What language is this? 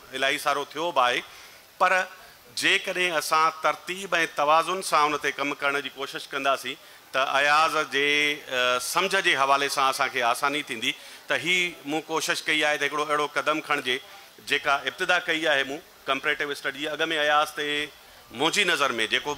Sindhi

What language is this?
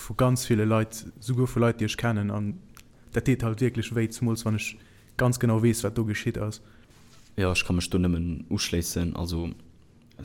Luxembourgish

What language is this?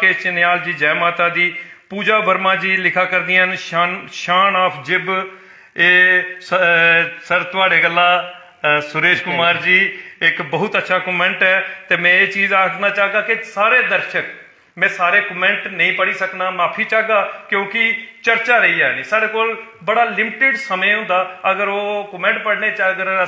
Dogri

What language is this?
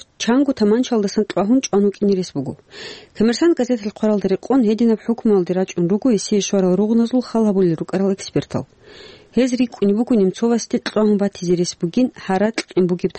Avaric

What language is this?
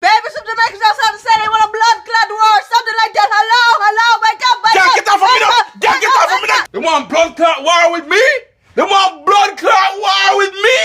Jamaican Creole English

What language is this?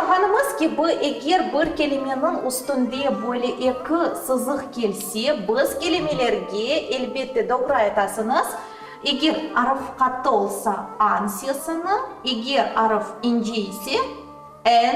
Crimean Tatar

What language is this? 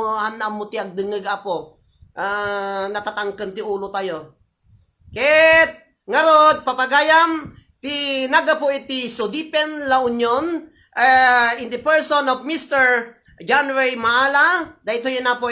Iloko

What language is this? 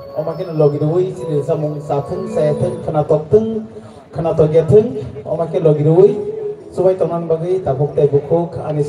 Kok Borok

